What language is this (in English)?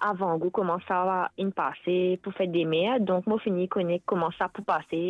Morisyen